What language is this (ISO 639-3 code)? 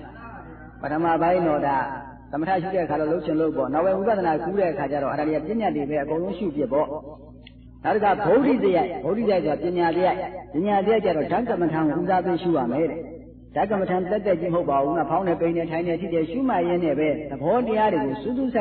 mya